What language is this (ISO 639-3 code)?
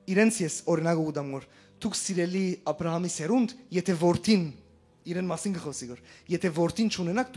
hyw